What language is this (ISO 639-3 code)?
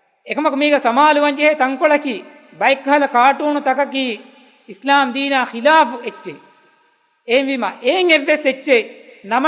div